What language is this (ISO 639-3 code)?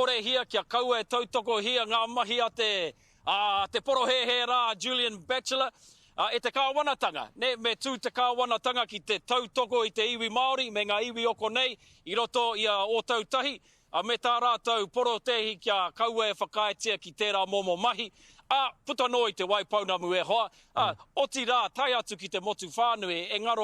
mri